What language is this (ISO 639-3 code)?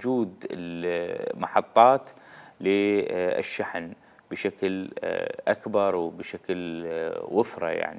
acm